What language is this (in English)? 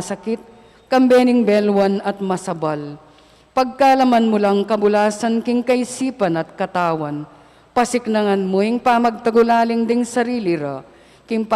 Pampanga